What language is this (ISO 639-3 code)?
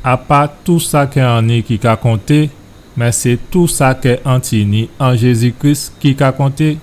gcf